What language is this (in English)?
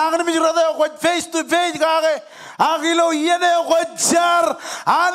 Marshallese